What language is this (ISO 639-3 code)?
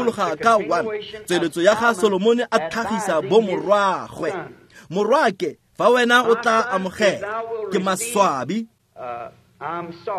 tsn